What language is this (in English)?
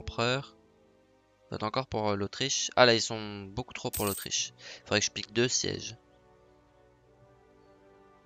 French